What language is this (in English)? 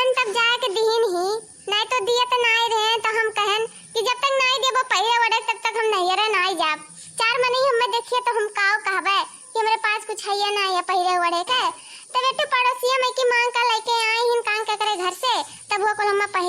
Awadhi